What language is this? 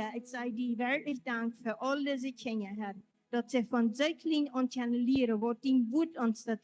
Plautdietsch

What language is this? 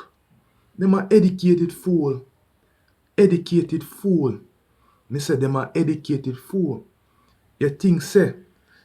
Jamaican Creole English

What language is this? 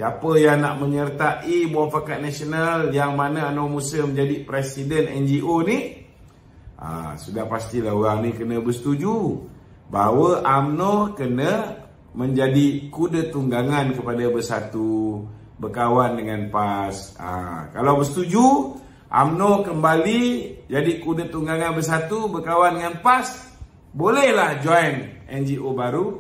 Malay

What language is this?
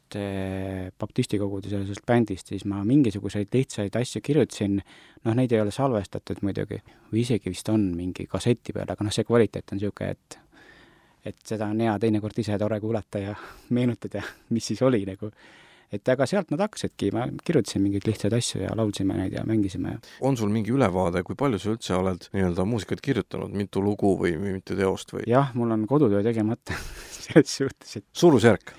Estonian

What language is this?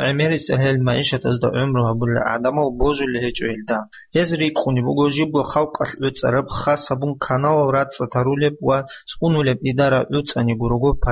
Avaric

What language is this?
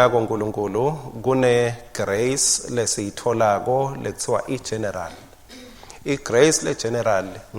Swati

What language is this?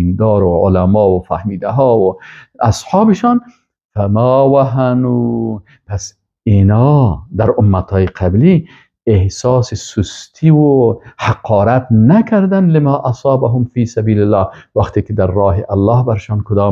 Persian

